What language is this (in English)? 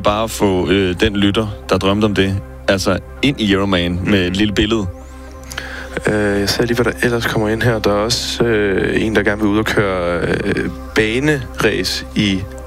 Danish